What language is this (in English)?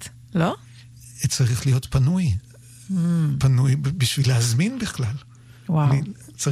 Hebrew